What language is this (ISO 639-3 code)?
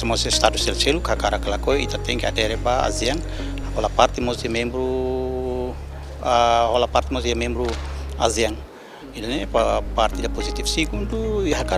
tet